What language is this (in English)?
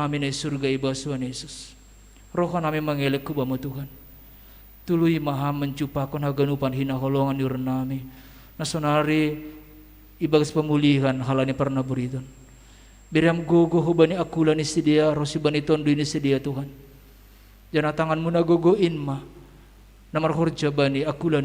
Batak Simalungun